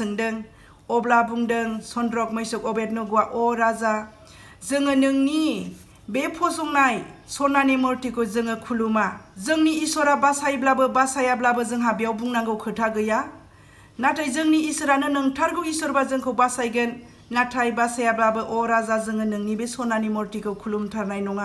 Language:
Bodo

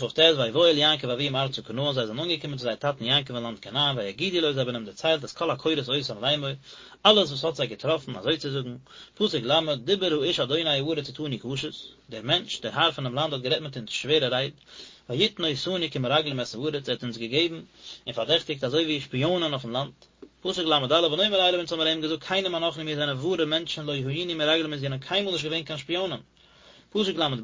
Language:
Yiddish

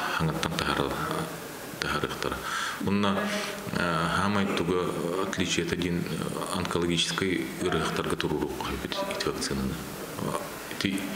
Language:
Yakut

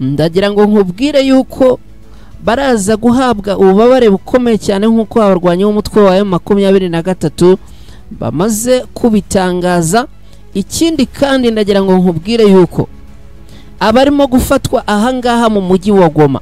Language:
Kinyarwanda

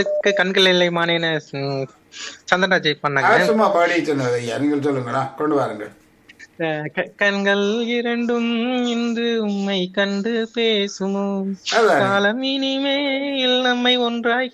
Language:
Tamil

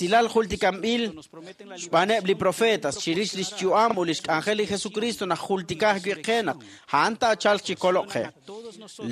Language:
Kekchí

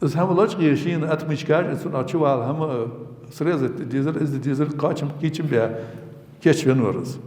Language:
Ingush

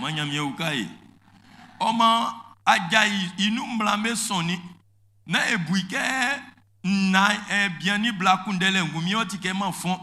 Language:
Baoulé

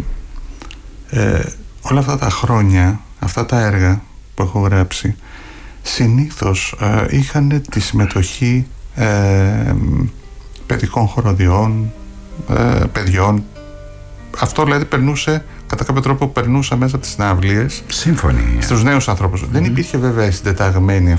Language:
Greek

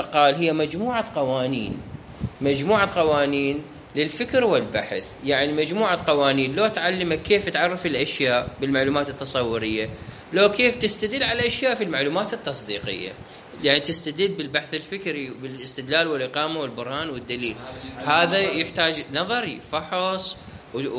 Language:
Mesopotamian Arabic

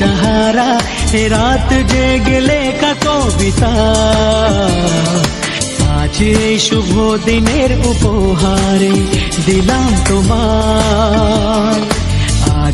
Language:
Bangla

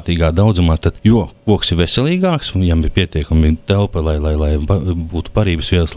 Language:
Latvian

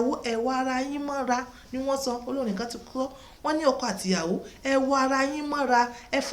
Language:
Yoruba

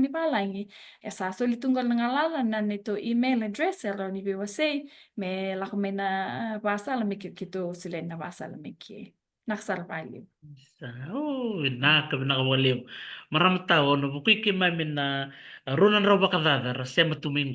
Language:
Fijian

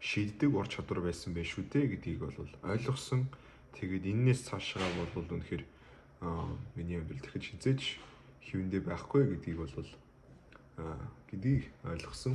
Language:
Mongolian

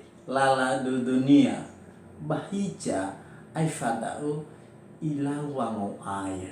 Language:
Nias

